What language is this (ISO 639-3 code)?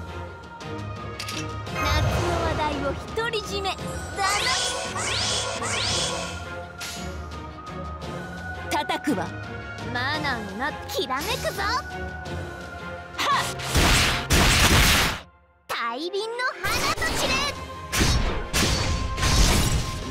jpn